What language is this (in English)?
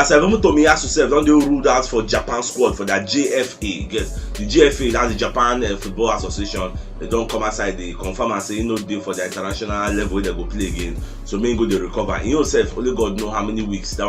Nigerian Pidgin